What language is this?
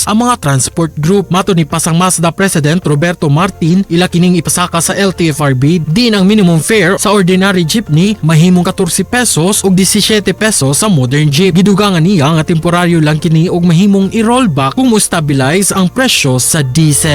Cebuano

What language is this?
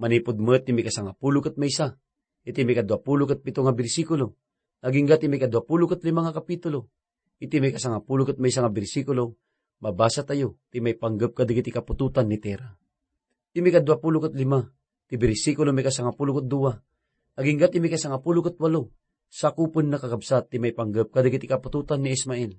Iloko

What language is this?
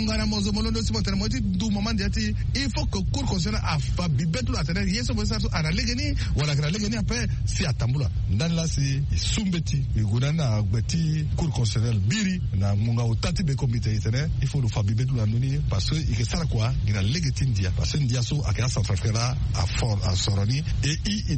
Sango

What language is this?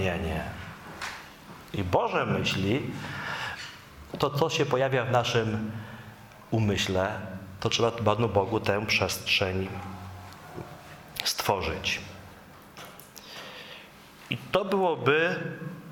Polish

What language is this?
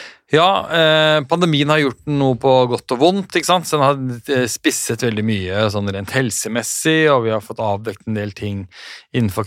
Norwegian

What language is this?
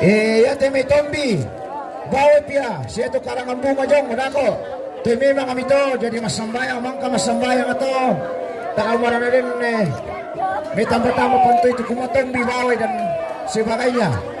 Toraja-Sa'dan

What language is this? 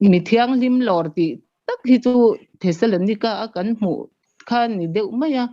Mizo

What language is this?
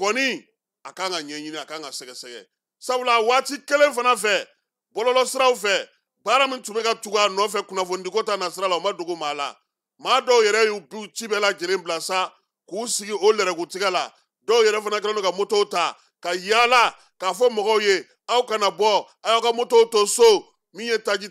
Bambara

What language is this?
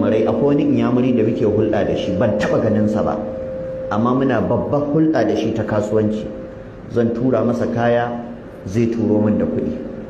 Hausa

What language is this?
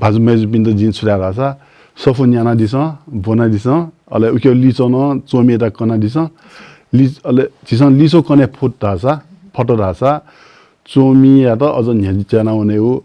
Newari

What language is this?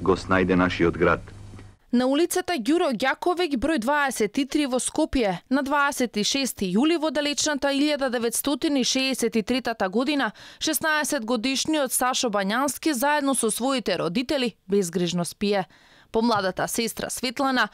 Macedonian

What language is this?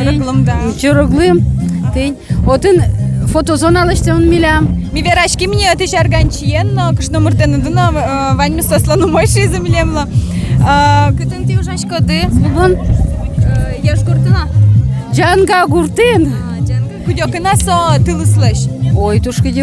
Udmurt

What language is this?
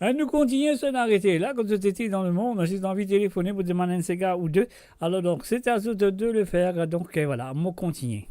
Morisyen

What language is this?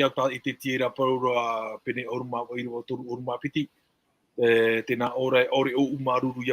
Tahitian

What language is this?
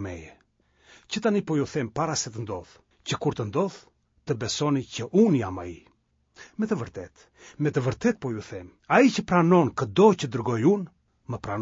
Albanian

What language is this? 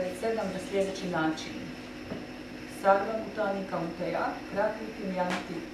Croatian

